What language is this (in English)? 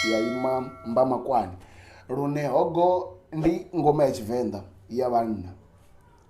Venda